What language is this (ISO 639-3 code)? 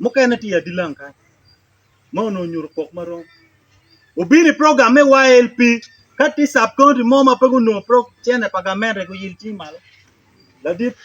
ach